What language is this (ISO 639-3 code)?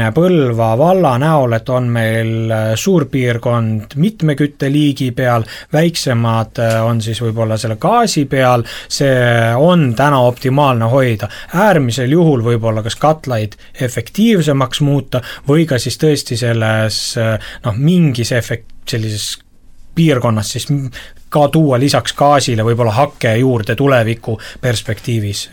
est